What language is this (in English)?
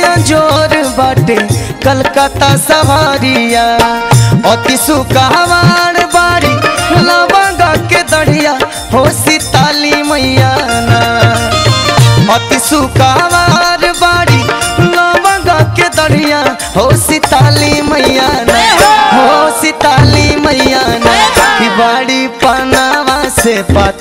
Bhojpuri